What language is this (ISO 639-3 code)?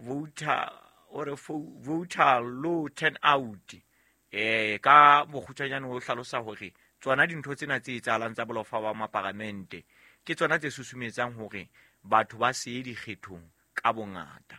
sot